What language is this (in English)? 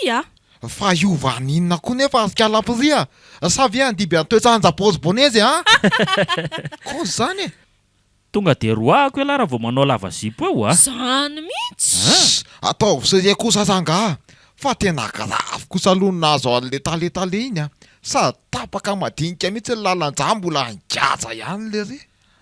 Malagasy